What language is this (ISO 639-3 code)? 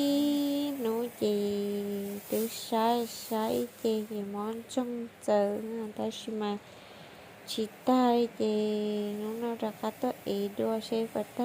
hmn